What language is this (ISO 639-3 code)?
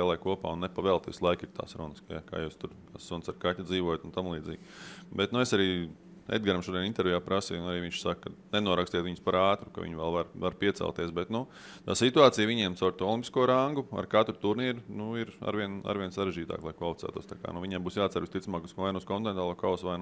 lav